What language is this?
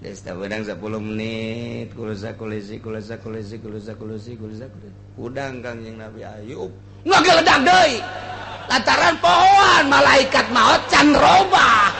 Sundanese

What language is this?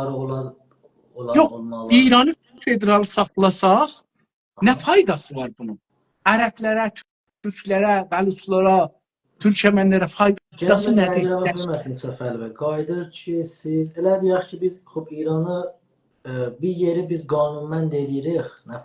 South Azerbaijani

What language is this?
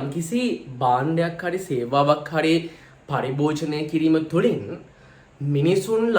Sinhala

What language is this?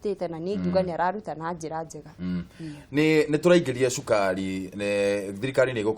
Kikuyu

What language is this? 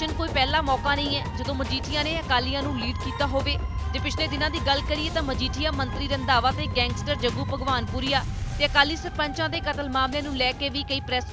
Punjabi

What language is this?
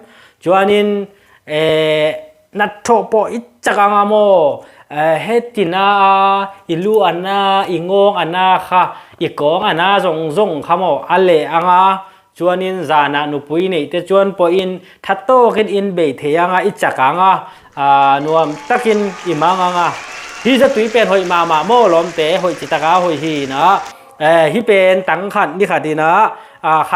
Tedim Chin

